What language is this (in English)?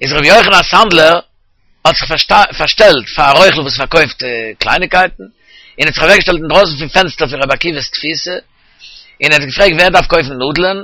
Yiddish